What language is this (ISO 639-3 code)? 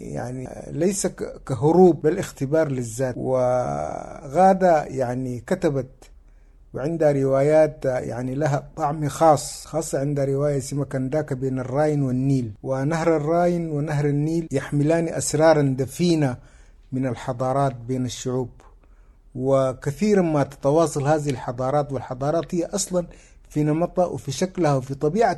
apd